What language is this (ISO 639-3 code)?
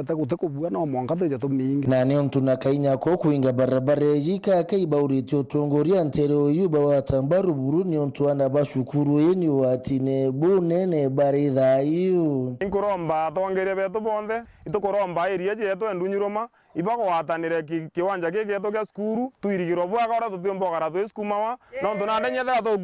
mer